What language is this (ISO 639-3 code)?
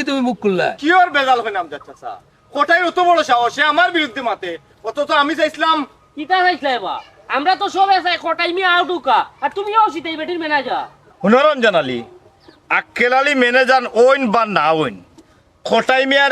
syl